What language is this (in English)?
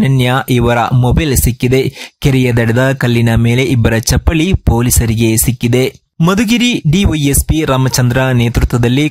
Kannada